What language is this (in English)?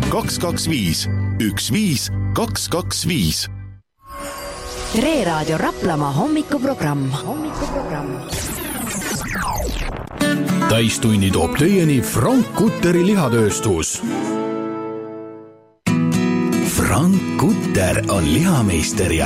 Estonian